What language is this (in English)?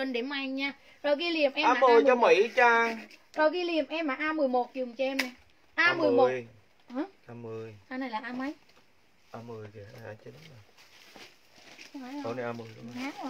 Vietnamese